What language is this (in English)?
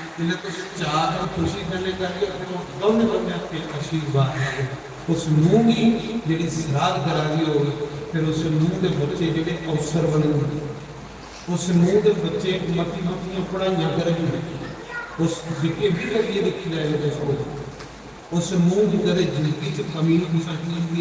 Dogri